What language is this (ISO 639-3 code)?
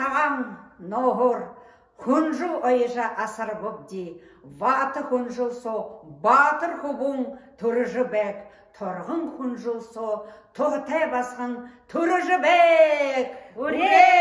bua